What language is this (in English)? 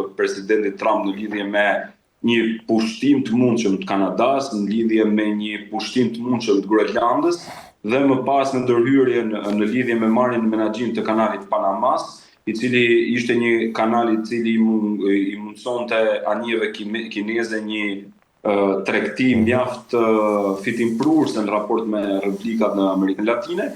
Albanian